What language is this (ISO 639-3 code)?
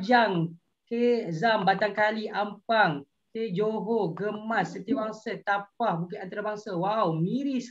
msa